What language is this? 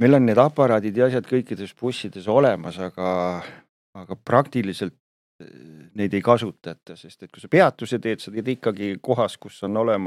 Estonian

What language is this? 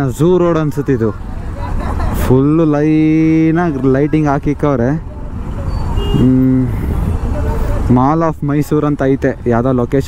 Kannada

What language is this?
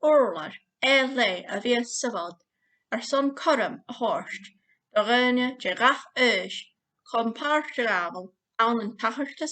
Scottish Gaelic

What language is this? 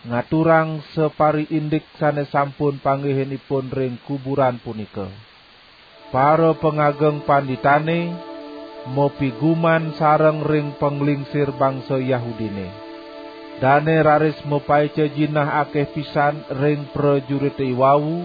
Balinese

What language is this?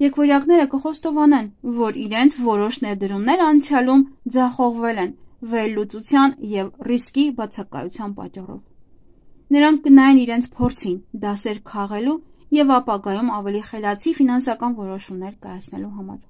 Armenian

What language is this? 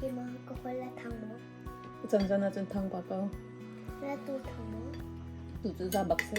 Hakha Chin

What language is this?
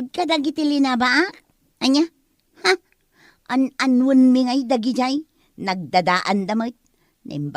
Iloko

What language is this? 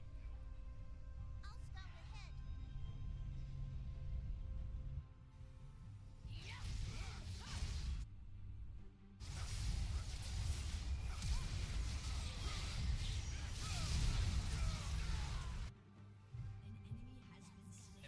Swedish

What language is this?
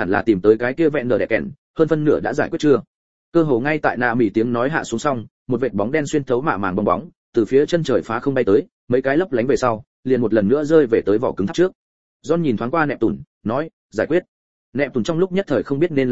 Vietnamese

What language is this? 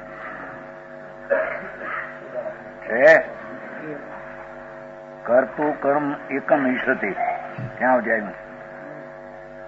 Gujarati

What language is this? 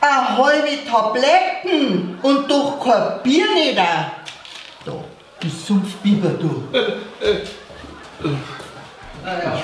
Bavarian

